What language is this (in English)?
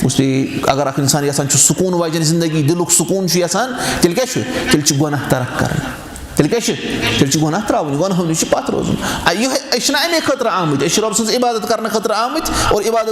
Kashmiri